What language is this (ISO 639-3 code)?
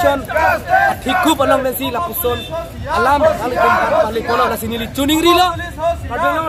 mjw